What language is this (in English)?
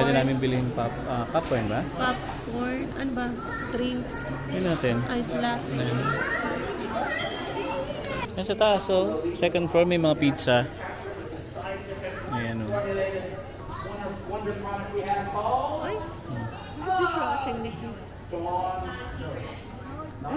Filipino